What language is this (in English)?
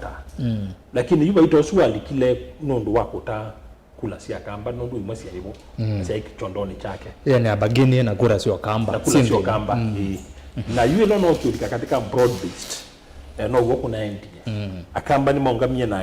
Kamba